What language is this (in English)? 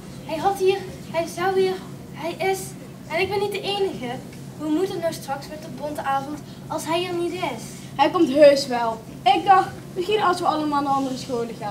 Limburgish